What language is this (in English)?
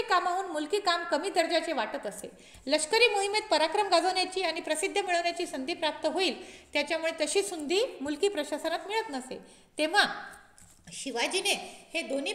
Marathi